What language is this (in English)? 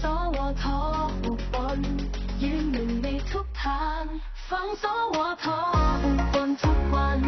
Northeastern Thai